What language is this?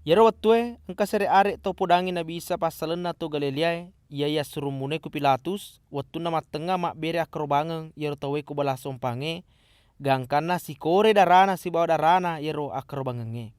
Buginese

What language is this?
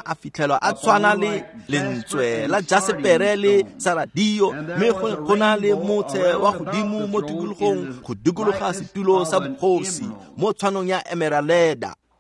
Tswana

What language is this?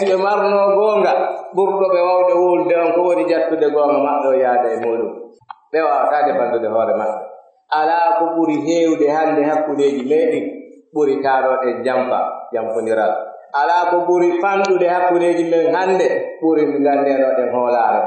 Pular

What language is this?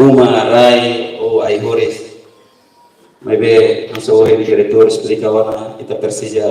Tetum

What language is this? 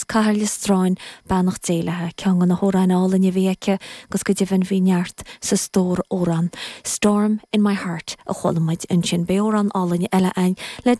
Irish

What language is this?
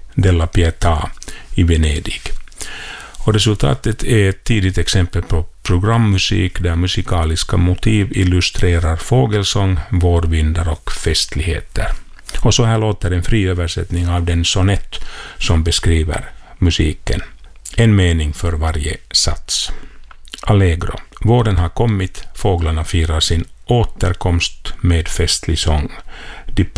Swedish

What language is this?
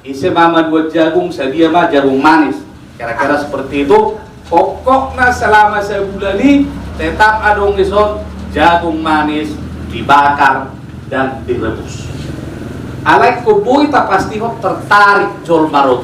Batak Toba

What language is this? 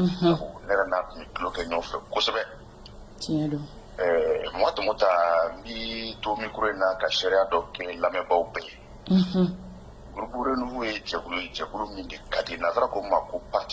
Bambara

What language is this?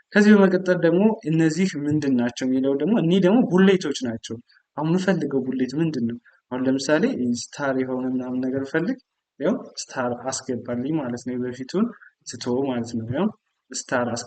Amharic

